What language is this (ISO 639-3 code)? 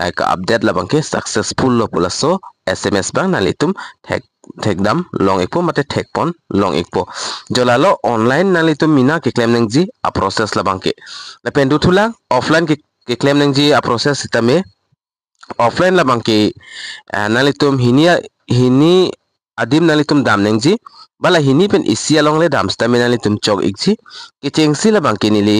mjw